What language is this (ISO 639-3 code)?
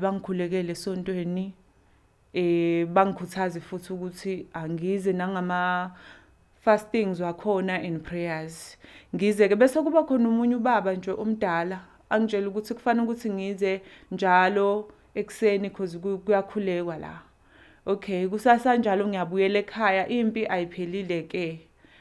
zul